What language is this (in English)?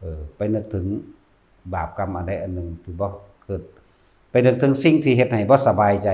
Northeastern Thai